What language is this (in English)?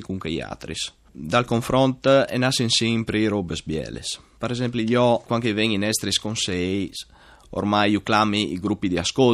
Friulian